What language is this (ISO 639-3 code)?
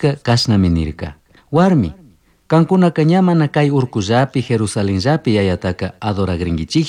qug